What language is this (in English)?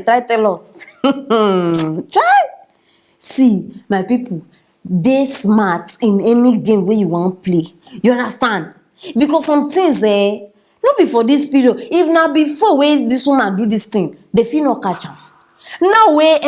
Nigerian Pidgin